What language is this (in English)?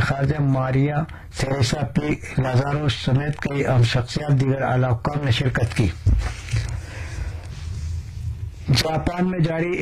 Urdu